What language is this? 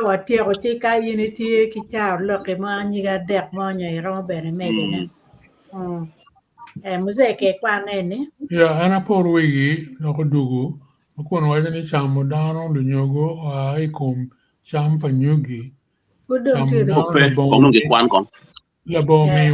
Acoli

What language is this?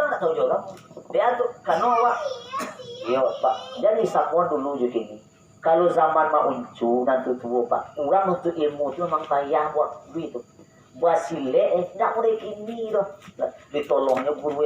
Minangkabau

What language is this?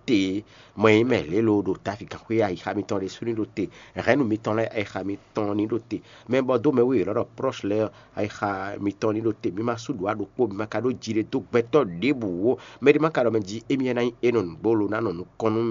Fon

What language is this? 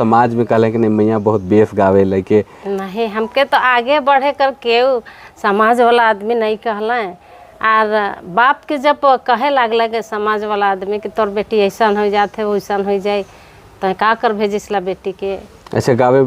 Sadri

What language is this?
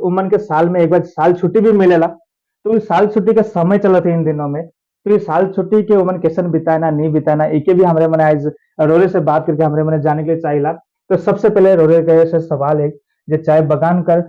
Sadri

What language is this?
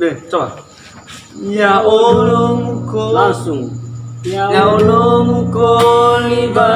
Nias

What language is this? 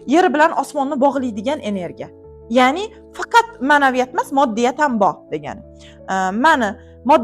Uzbek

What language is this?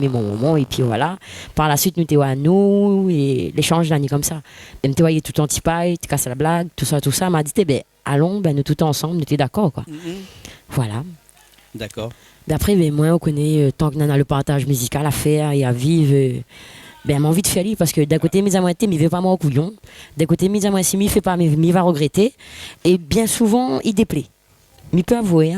Réunion Creole French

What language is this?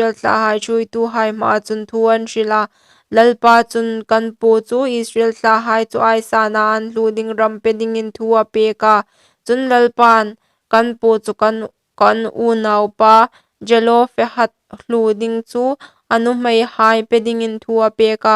Hmar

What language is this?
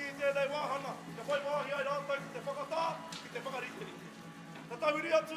Māori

